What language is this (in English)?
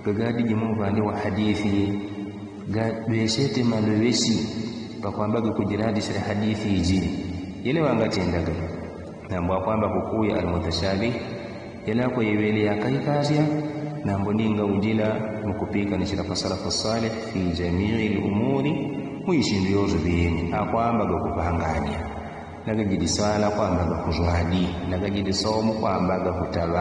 Yao